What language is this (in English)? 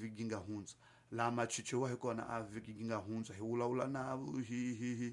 Tsonga